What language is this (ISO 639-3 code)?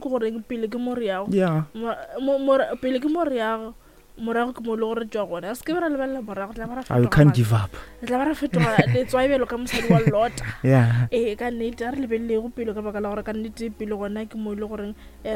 nso